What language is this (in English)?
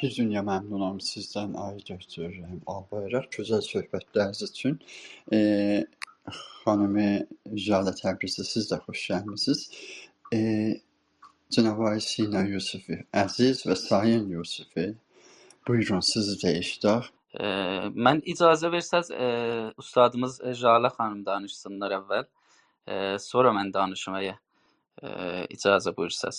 South Azerbaijani